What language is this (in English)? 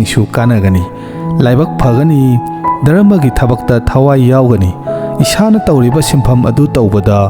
Manipuri